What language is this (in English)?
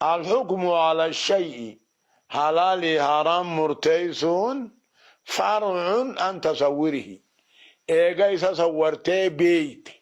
Oromo